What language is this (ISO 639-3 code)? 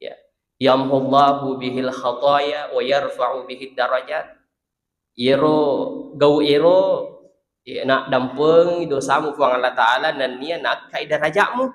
bug